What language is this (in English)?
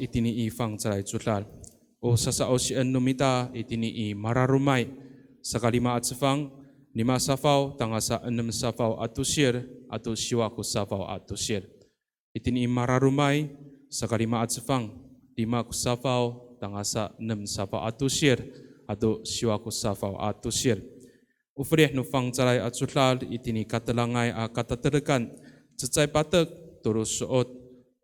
Amis